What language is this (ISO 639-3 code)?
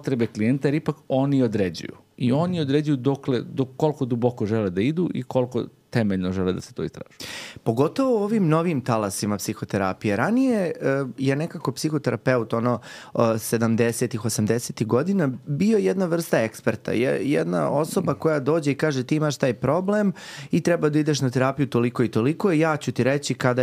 srp